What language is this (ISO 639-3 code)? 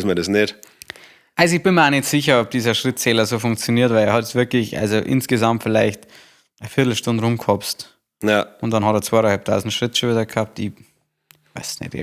bar